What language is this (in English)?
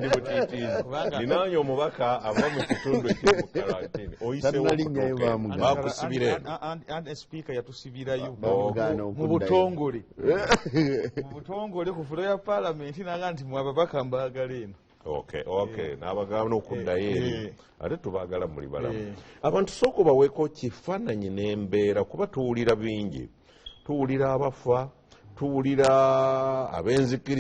Ganda